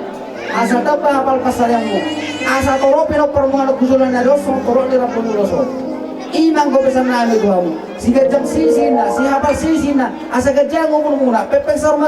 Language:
Batak Toba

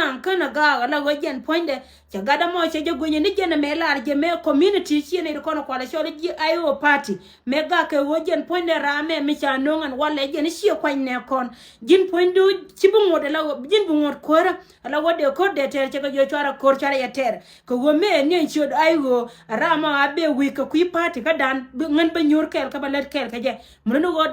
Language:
Nuer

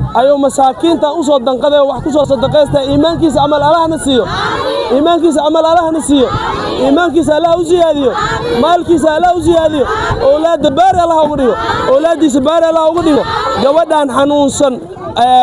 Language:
Somali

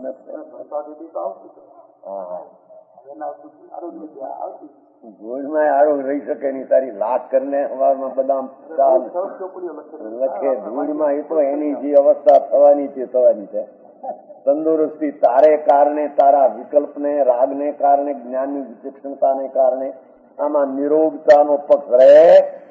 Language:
Gujarati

